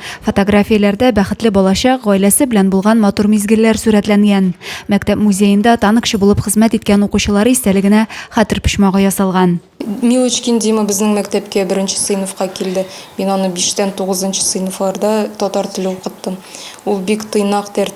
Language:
Tatar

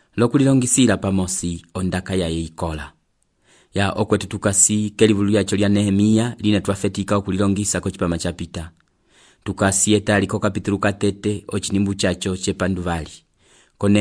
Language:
Umbundu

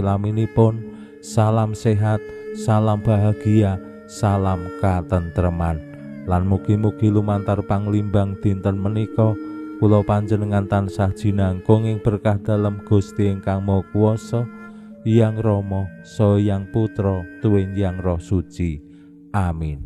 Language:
Javanese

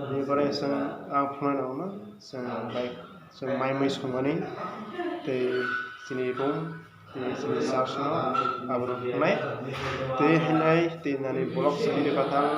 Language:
Kok Borok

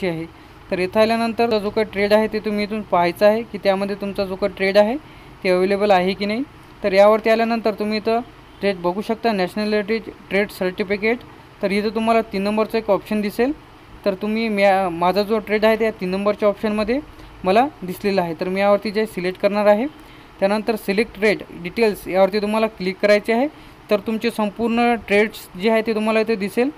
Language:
Marathi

